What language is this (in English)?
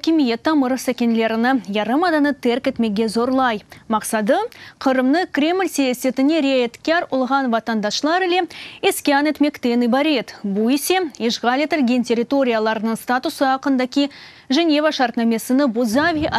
Crimean Tatar